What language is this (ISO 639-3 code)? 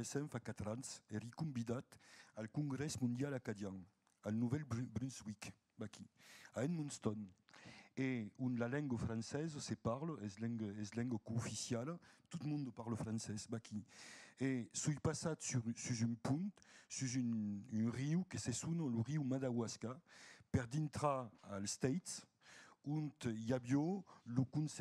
oci